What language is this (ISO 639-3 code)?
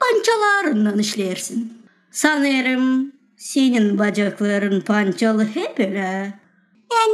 gag